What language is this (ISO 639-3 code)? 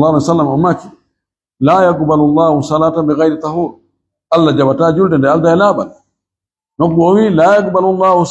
ful